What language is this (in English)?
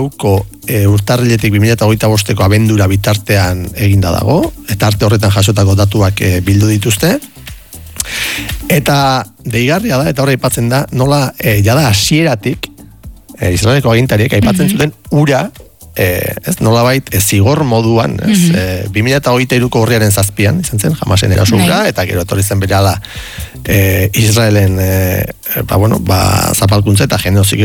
Basque